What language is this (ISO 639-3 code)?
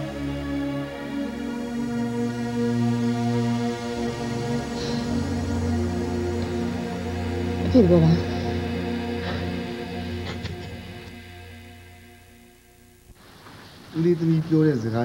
mya